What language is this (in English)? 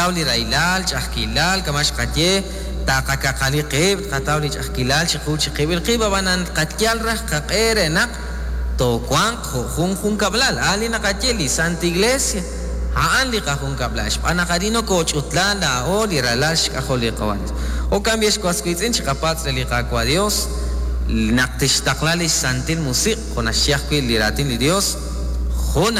Kekchí